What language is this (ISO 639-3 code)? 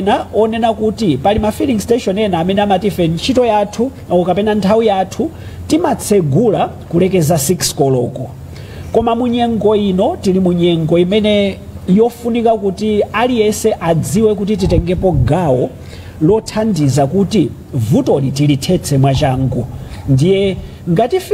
nya